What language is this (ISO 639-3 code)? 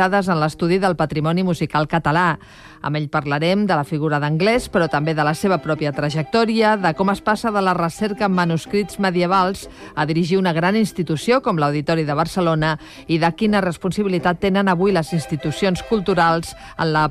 cat